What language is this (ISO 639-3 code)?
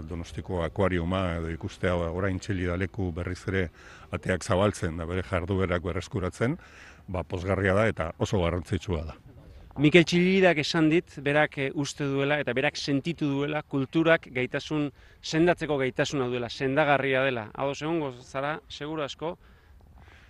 eus